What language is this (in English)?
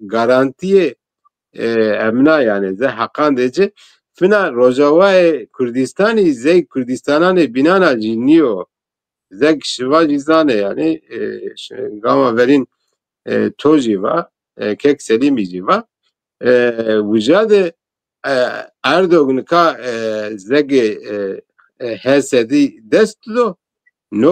Zaza